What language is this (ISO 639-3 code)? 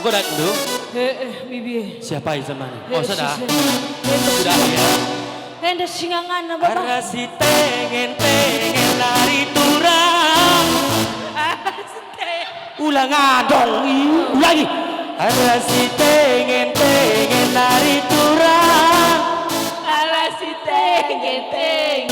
btx